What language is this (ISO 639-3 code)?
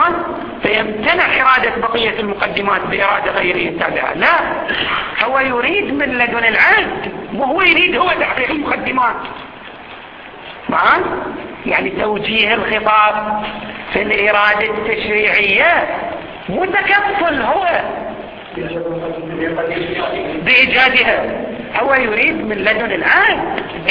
ara